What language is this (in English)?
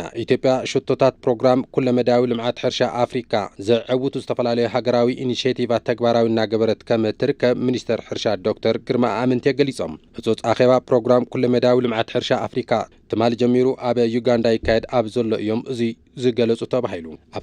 Tigrinya